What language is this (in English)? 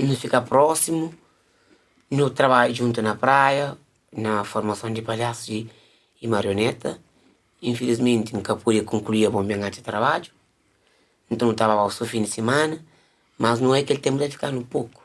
Kabuverdianu